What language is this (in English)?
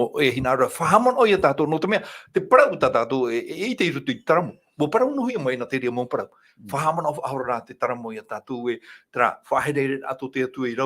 Tahitian